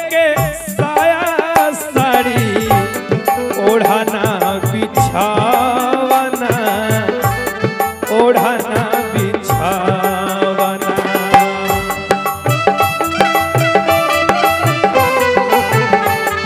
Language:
Bhojpuri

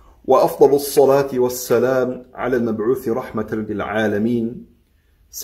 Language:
German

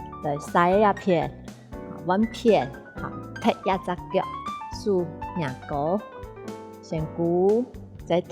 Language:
Hakka Chinese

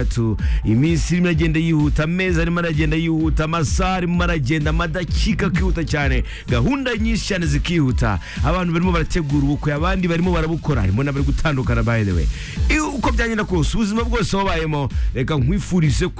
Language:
Kinyarwanda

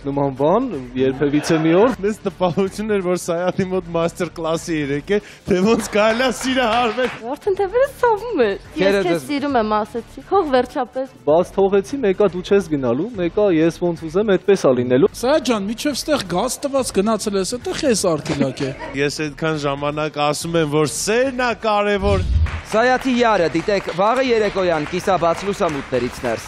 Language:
Armenian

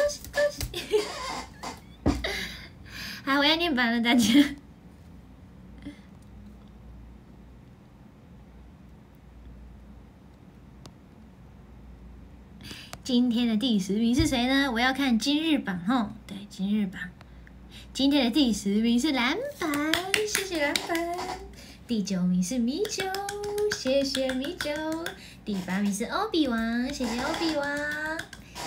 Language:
Chinese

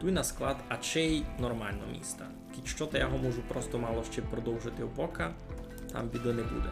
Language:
Rusyn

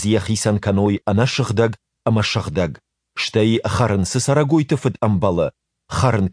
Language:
Ossetic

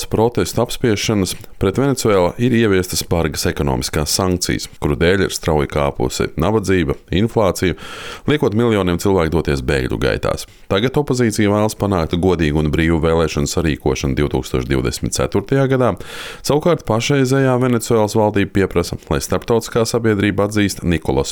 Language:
Latvian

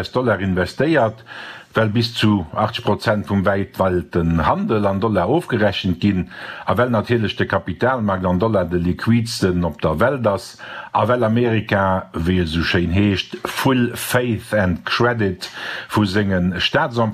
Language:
Luxembourgish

